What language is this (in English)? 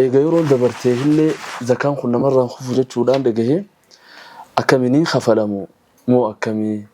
Oromo